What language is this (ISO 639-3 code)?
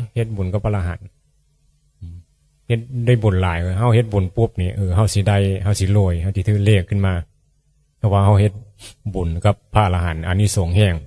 tts